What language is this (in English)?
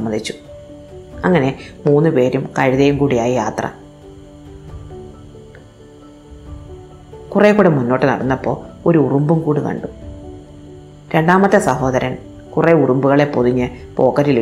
Malayalam